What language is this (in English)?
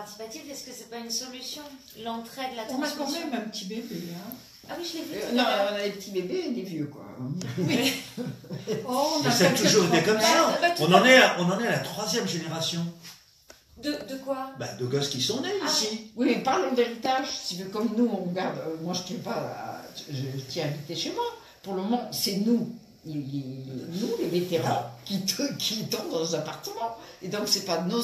French